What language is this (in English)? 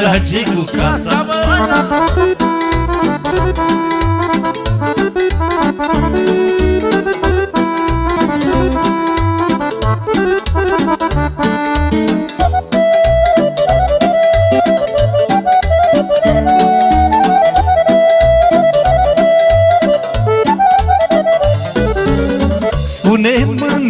Romanian